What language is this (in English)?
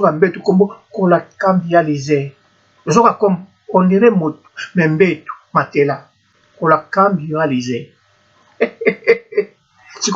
Lingala